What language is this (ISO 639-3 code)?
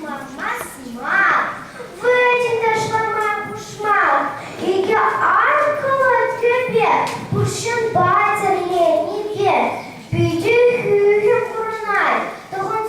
chv